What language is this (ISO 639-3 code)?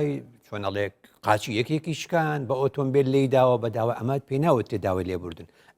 ckb